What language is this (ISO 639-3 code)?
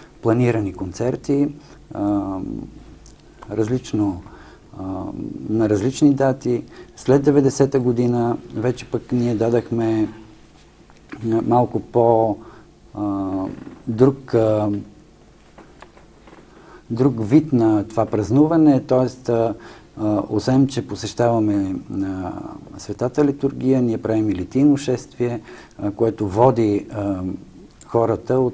bul